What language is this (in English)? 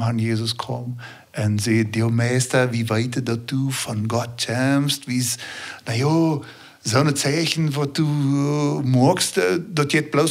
Plautdietsch